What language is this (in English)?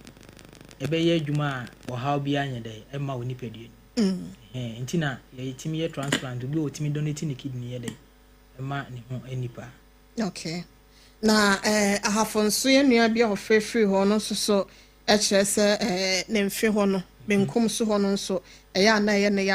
Akan